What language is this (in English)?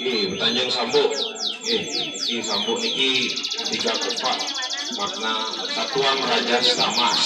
Balinese